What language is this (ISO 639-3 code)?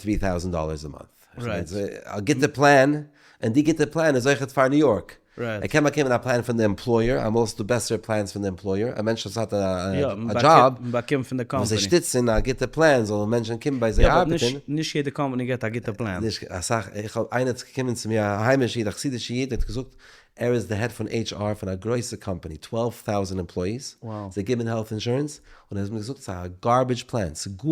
yid